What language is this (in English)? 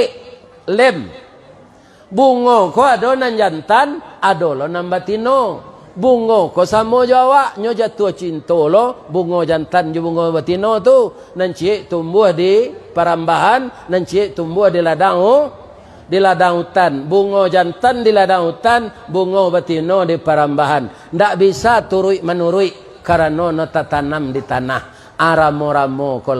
Minangkabau